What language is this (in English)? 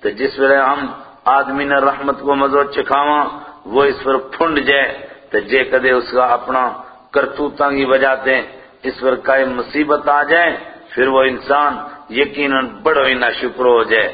Gujari